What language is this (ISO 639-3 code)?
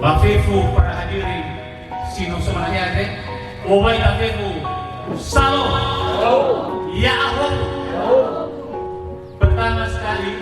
nia